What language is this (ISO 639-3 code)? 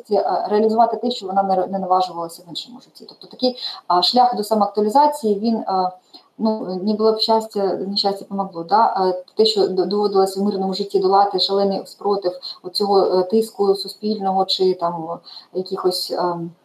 ukr